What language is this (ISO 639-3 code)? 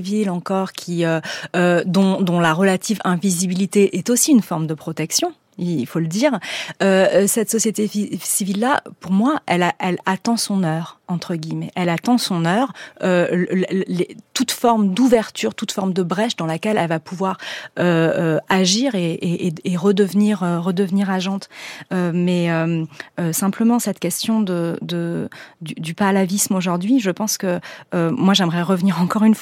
fra